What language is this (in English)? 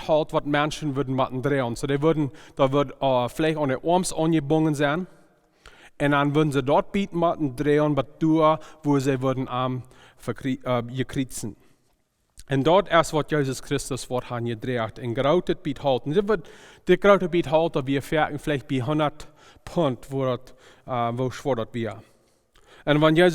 Plautdietsch